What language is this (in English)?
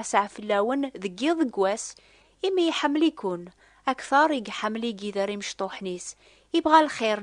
Kabyle